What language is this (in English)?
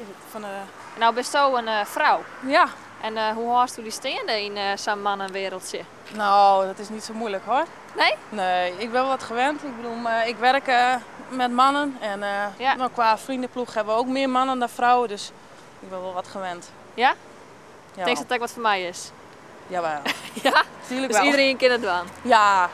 Western Frisian